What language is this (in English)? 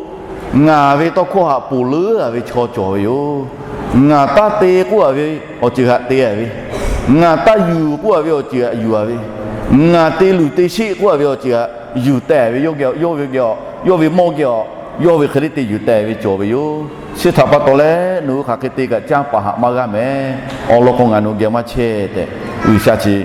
Lahu